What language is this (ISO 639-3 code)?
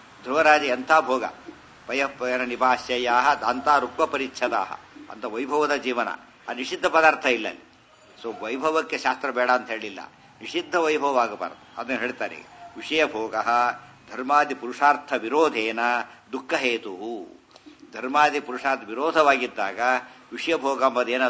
kan